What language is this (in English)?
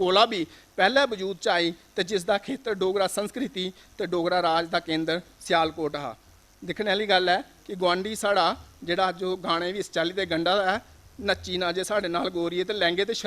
Dogri